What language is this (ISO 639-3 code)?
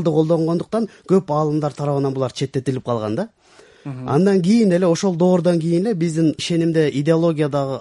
kir